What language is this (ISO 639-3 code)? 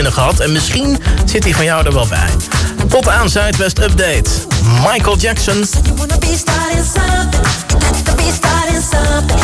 nld